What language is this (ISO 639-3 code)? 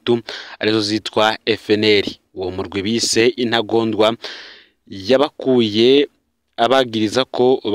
run